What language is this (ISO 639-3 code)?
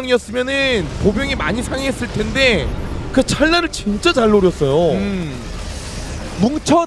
kor